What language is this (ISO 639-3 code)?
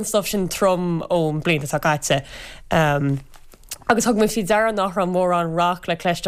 gle